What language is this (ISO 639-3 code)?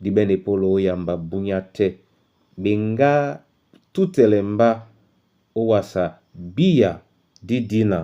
dua